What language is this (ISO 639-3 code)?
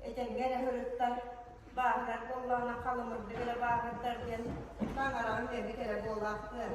sah